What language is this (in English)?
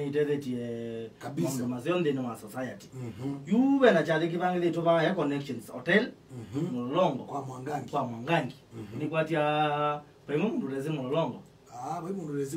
Kamba